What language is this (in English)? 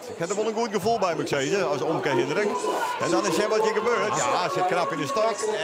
Western Frisian